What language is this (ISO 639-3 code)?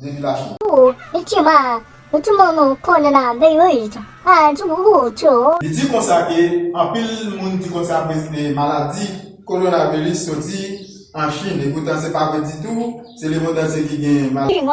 hat